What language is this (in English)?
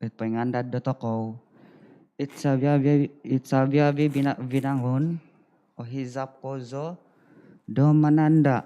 Central Dusun